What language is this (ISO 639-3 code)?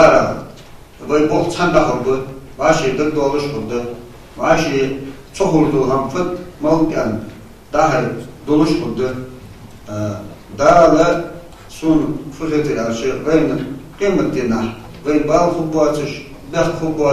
inh